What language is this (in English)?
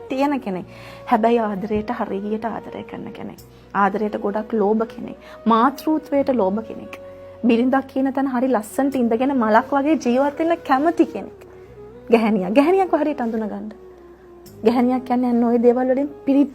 Sinhala